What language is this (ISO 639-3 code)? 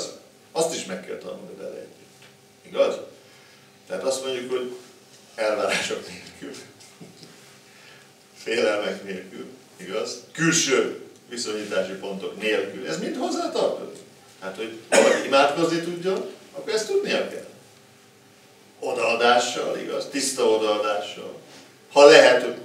hun